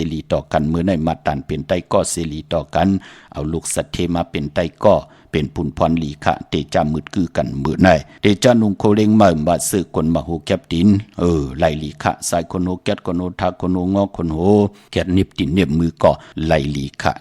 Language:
Shan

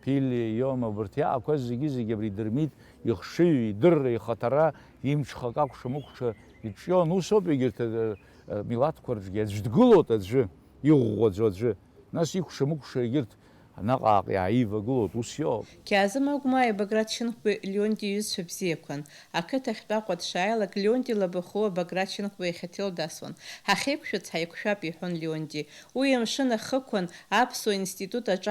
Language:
Abkhazian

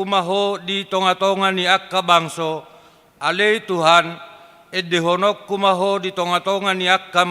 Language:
Batak Toba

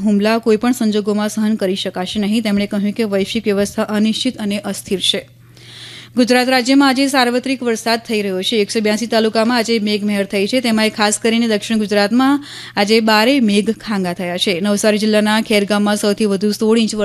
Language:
Gujarati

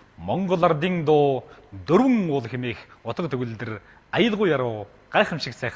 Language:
Mongolian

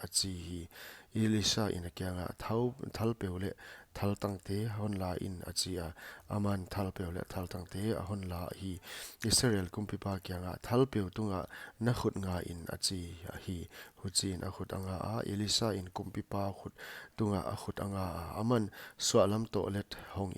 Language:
Paite Chin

